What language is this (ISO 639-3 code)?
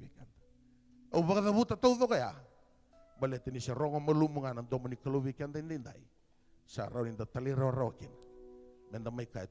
fij